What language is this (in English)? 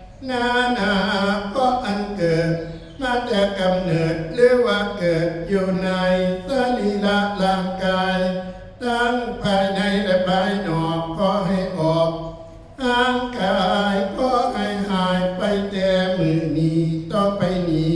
Northeastern Thai